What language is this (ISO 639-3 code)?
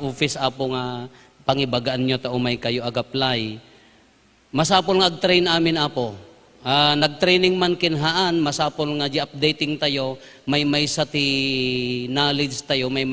ilo